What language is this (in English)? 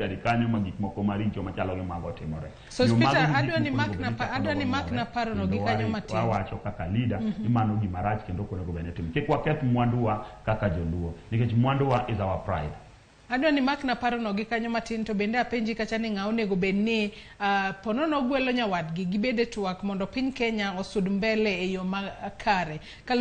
Luo (Kenya and Tanzania)